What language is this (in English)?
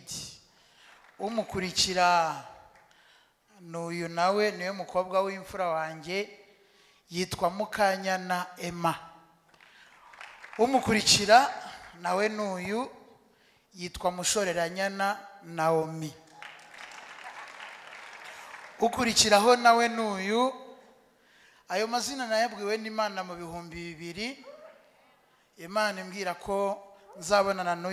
Kinyarwanda